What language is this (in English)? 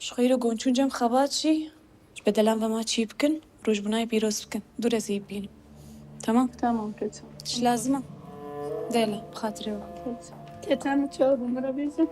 Kurdish